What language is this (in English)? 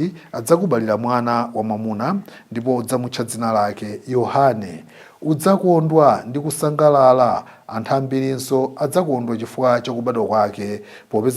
Nyanja